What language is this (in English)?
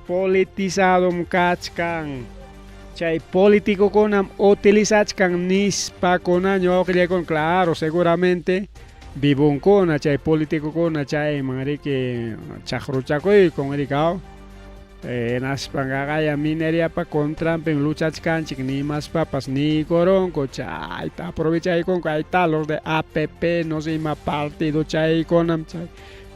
Ayacucho Quechua